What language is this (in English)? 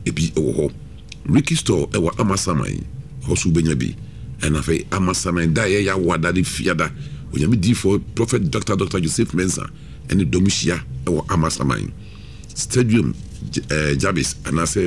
Akan